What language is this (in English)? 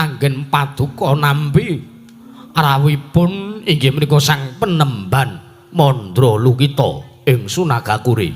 Javanese